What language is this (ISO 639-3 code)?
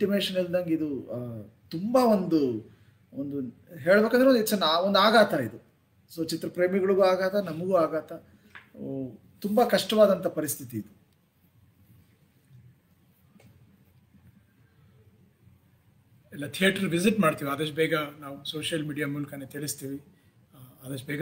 kan